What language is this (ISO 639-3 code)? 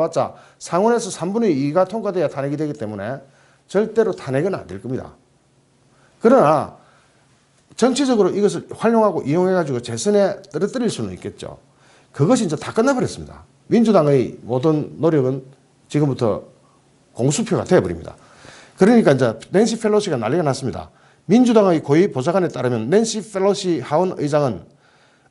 kor